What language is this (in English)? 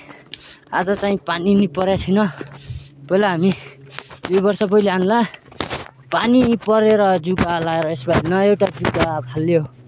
Nepali